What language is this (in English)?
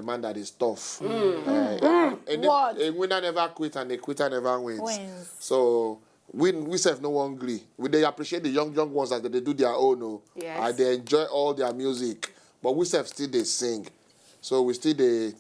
Nigerian Pidgin